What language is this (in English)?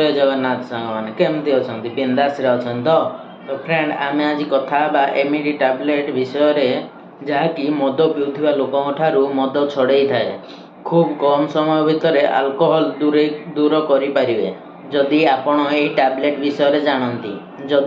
Odia